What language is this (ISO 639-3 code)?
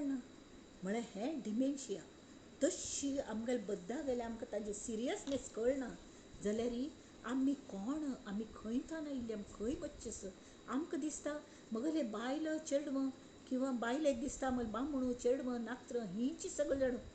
kok